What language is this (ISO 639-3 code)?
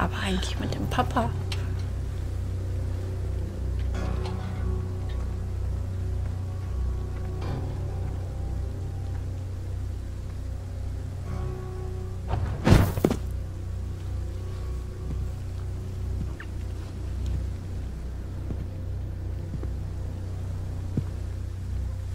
deu